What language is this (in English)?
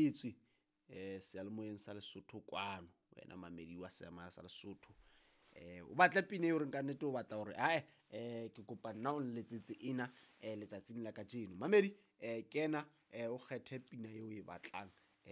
Southern Sotho